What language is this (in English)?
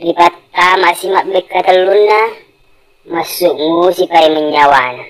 Buginese